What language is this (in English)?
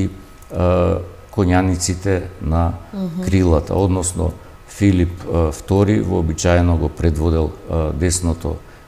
Macedonian